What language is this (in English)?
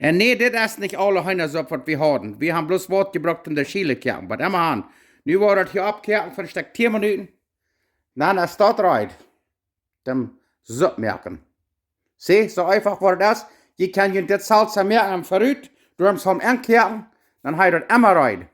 Plautdietsch